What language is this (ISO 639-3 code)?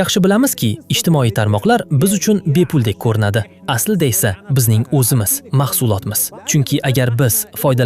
uzb